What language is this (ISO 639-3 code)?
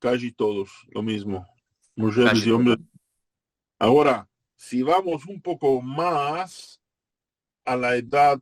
lad